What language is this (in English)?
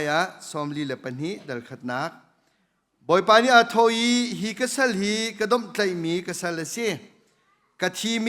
Hakha Chin